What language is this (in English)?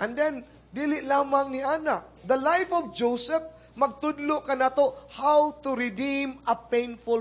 Cebuano